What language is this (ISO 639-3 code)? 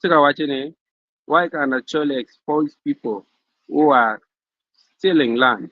ach